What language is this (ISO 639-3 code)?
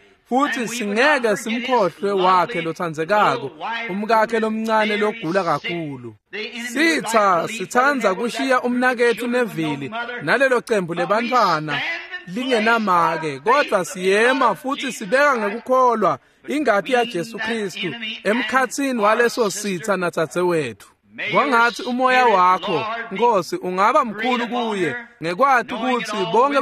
ssw